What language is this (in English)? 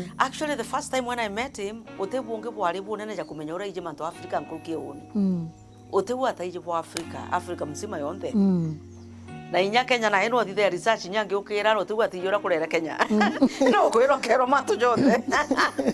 Meru